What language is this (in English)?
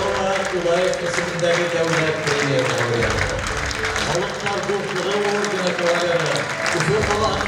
Bashkir